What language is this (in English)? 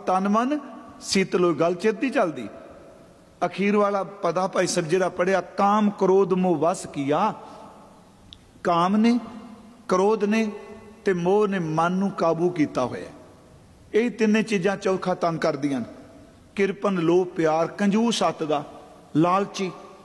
Punjabi